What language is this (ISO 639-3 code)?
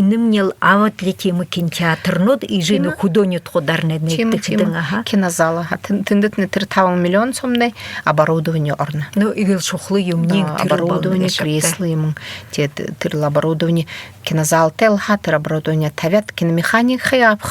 bua